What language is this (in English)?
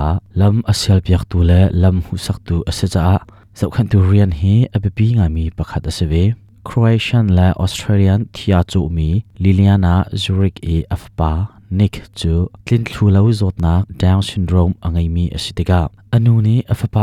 Hakha Chin